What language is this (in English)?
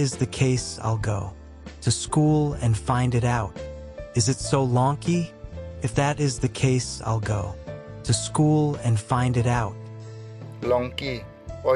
Karbi